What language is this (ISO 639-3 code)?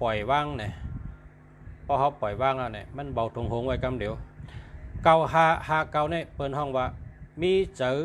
shn